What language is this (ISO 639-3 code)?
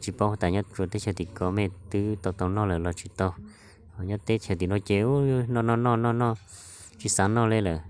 hmn